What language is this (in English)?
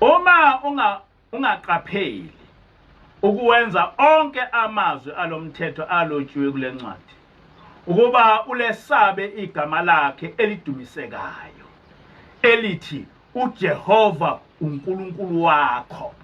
Zulu